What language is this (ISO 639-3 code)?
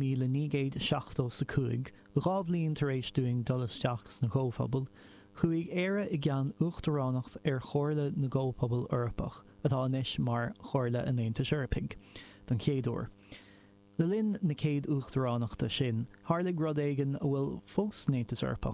gle